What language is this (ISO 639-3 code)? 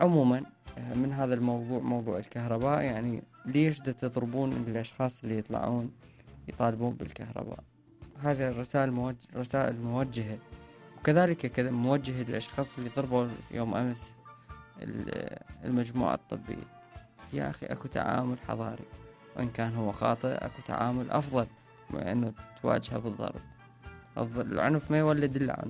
acm